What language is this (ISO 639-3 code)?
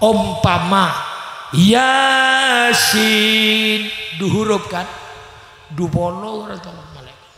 mad